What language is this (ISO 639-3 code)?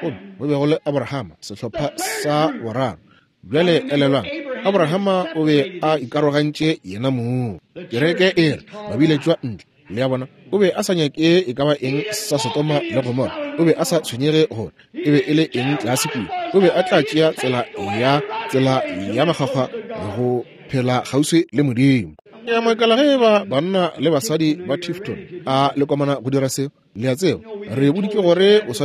nso